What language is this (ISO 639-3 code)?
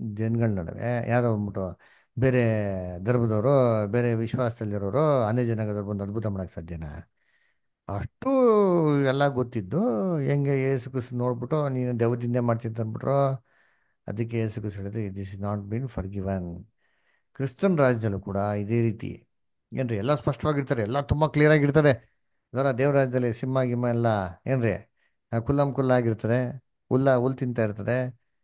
kan